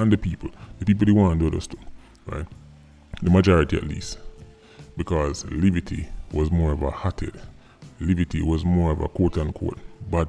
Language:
Jamaican Creole English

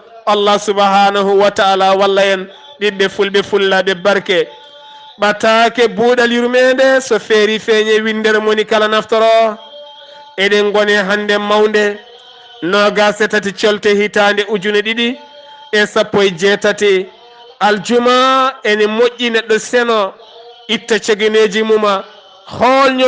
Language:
Fula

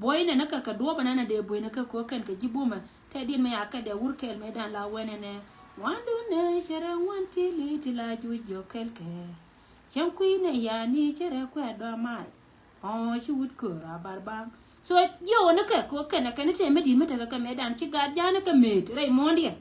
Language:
Nuer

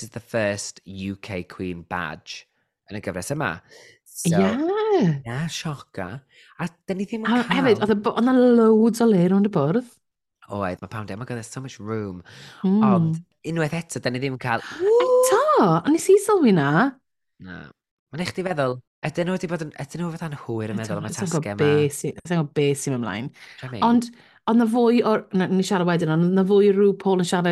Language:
Welsh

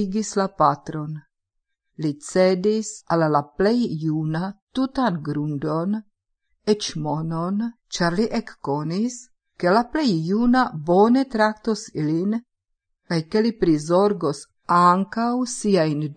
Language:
Esperanto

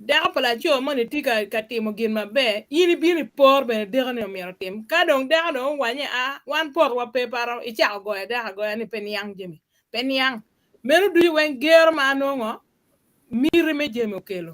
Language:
Acoli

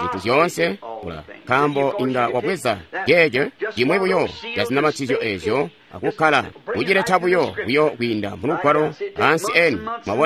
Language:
Tonga (Zambia)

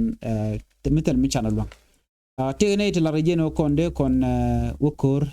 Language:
Nuer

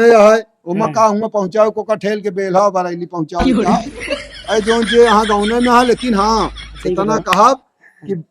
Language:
Awadhi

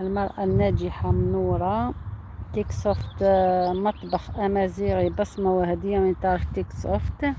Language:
Algerian Arabic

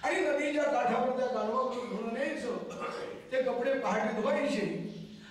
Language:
Marathi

